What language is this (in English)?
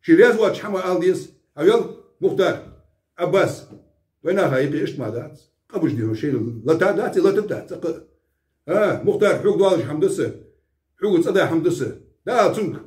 Ingush